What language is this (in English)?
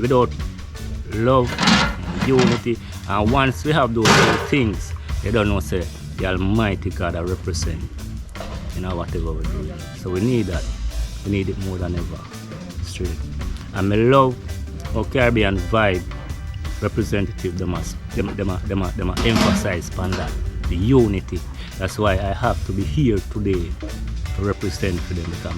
Jamaican Creole English